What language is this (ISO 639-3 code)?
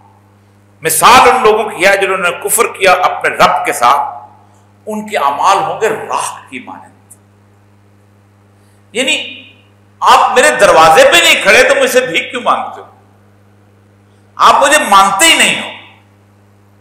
urd